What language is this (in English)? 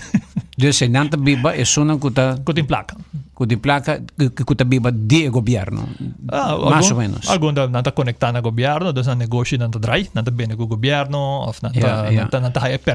Papiamento